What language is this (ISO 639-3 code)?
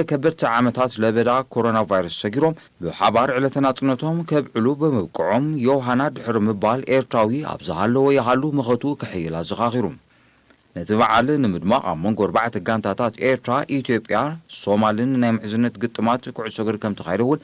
tir